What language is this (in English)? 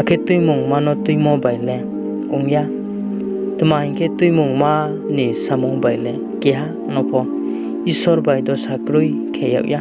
Riang (India)